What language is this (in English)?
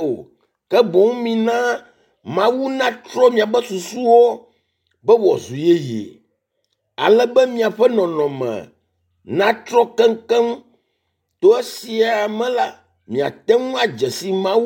Ewe